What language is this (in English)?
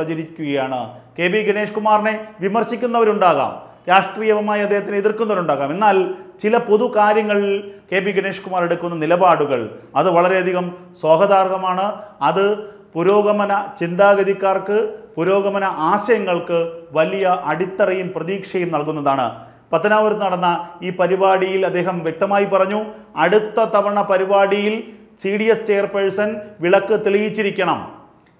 Malayalam